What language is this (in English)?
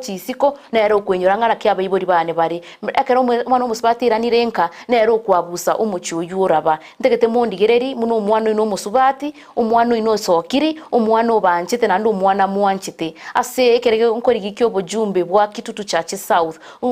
Gusii